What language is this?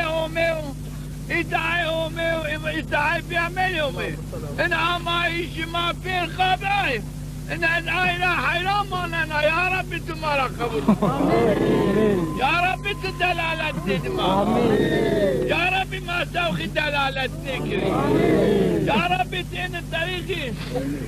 Zaza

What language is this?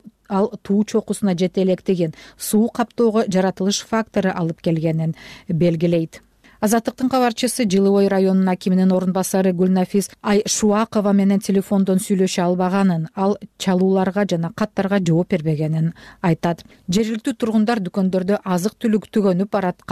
Kyrgyz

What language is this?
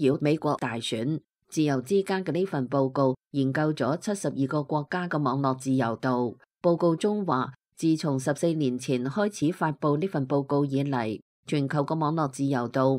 Cantonese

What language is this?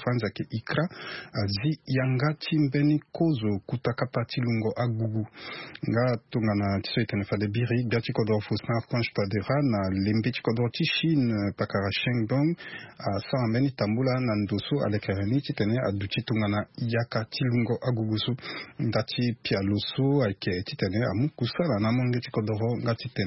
Sango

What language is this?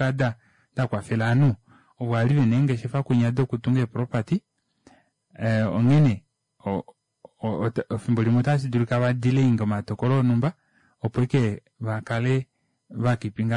Kuanyama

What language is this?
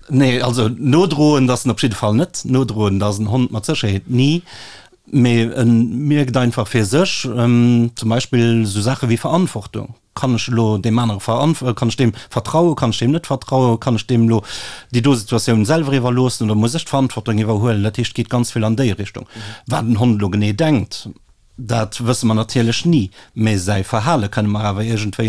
Luxembourgish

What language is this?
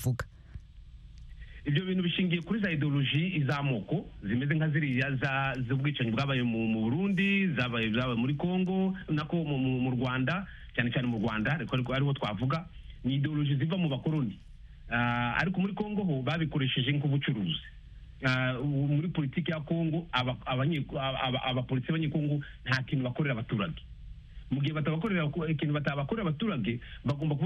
Kinyarwanda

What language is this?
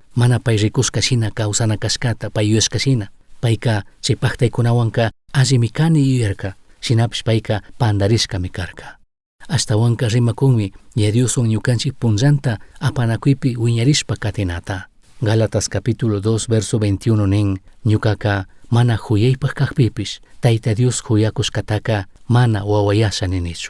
Chimborazo Highland Quichua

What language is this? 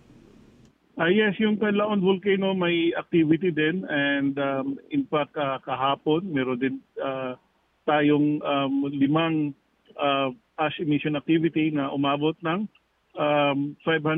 Filipino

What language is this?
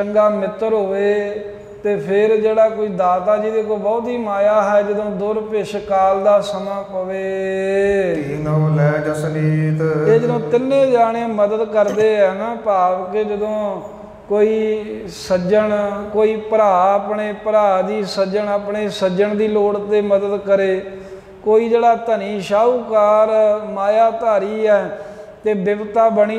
Punjabi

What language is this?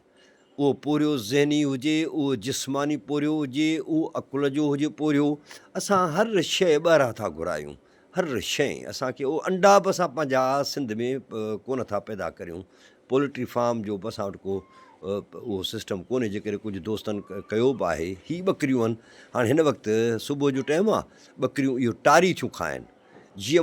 Sindhi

